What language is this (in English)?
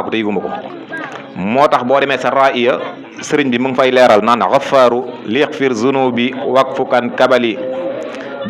Wolof